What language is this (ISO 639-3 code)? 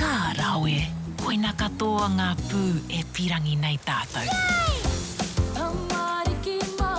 mri